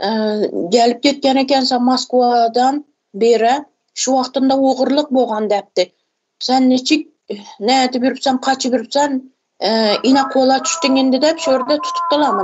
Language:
Turkmen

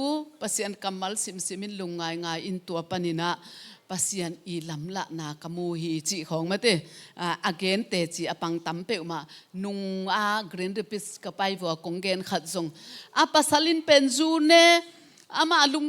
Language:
Tedim Chin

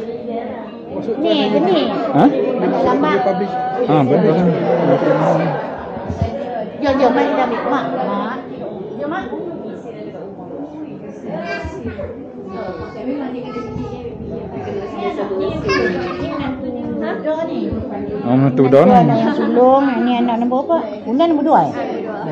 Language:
Malay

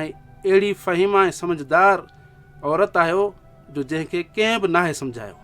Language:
Sindhi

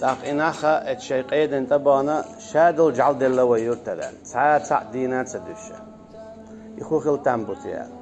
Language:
Chechen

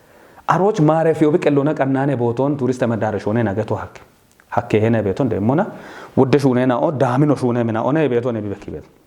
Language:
Kafa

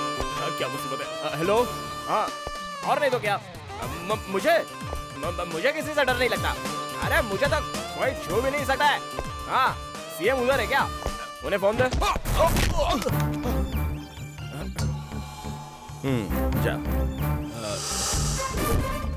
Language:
Hindi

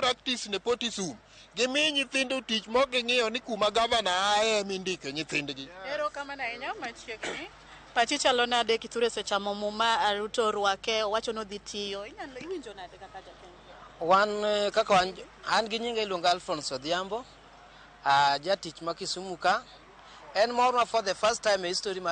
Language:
Luo (Kenya and Tanzania)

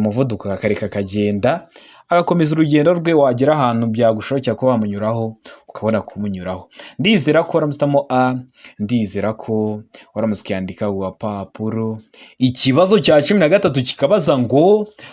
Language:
Kinyarwanda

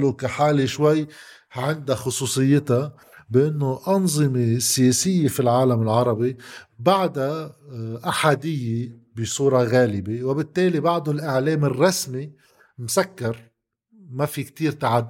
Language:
North Levantine Arabic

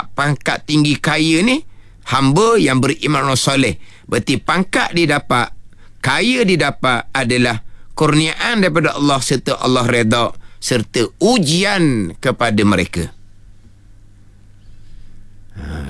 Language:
Malay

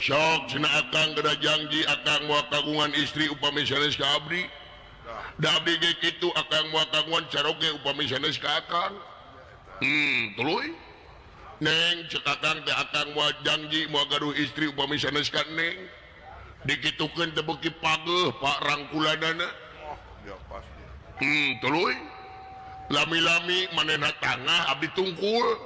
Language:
Sundanese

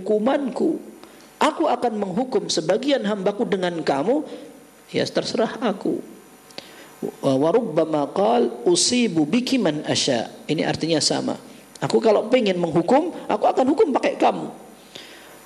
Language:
Indonesian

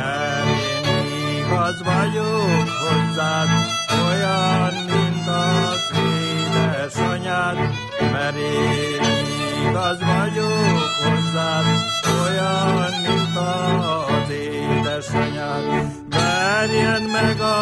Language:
Hungarian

